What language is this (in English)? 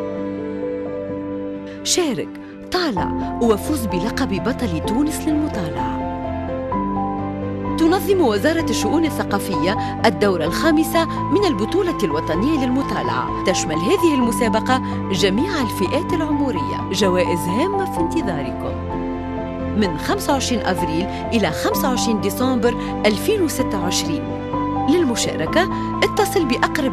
Arabic